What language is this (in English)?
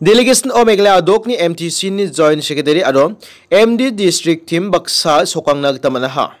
Garo